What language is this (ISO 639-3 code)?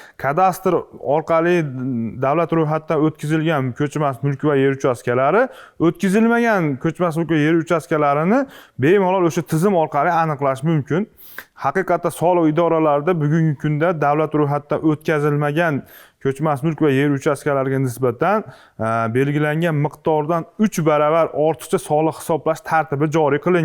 uzb